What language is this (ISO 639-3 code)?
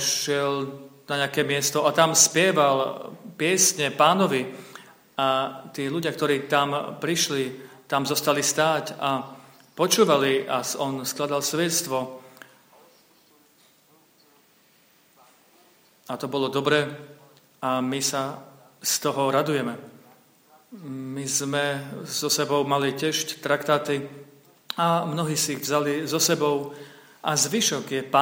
slk